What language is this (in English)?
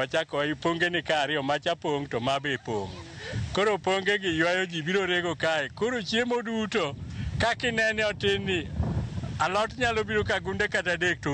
Luo (Kenya and Tanzania)